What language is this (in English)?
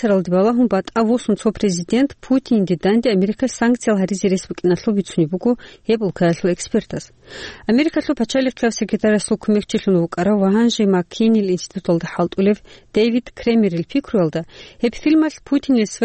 Avaric